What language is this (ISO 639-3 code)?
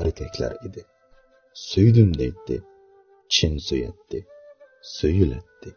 uig